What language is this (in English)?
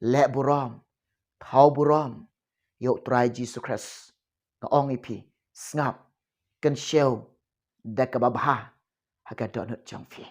Khasi